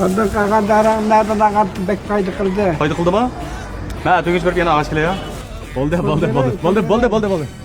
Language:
Uyghur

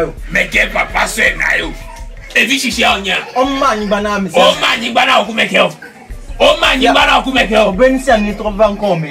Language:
Ewe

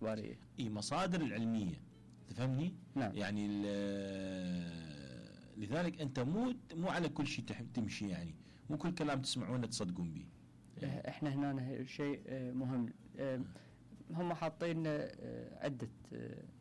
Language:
Mesopotamian Arabic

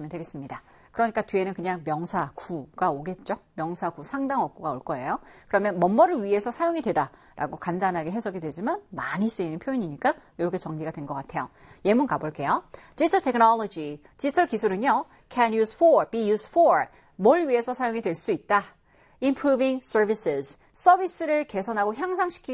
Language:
Korean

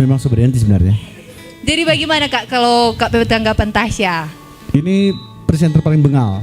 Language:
Manado Malay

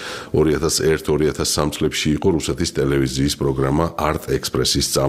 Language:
Georgian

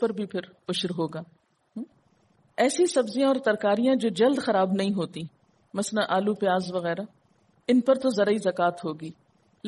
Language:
Urdu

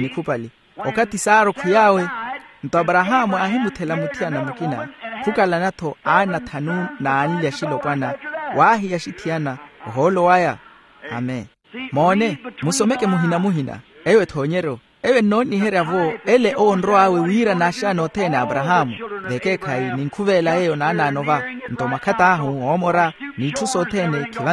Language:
Makhuwa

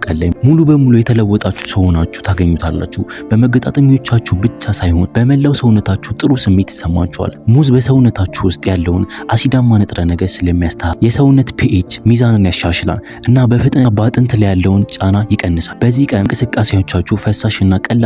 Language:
Amharic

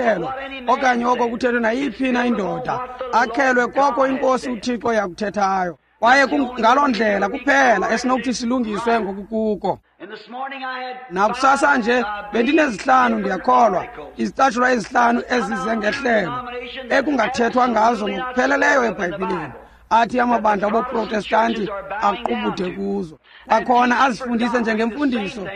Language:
Xhosa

